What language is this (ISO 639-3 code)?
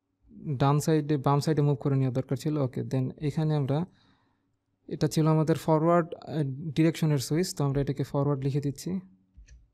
ben